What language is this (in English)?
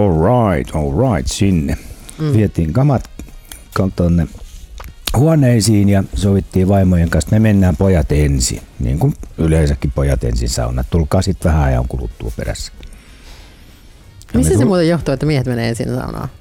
Finnish